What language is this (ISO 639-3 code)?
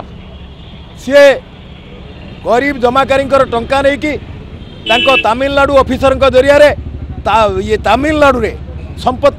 ori